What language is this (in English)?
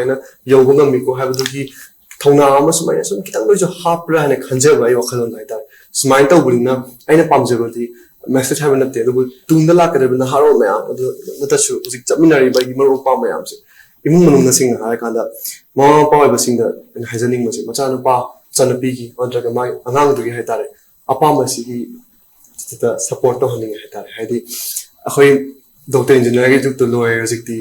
Manipuri